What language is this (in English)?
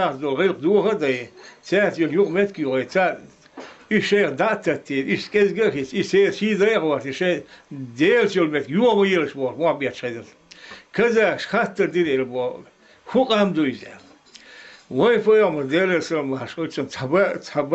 Chechen